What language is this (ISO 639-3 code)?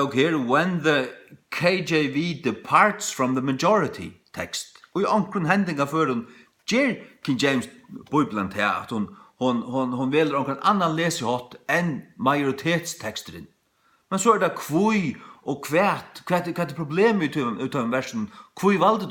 fao